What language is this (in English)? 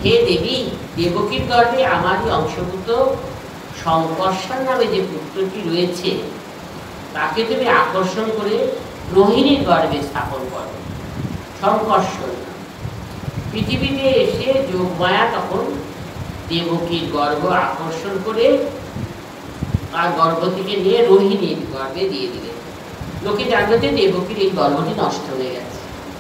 Bangla